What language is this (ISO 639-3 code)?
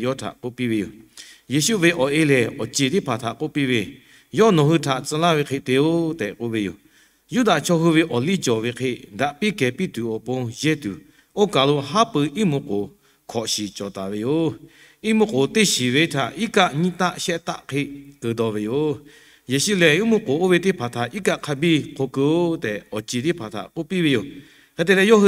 lhu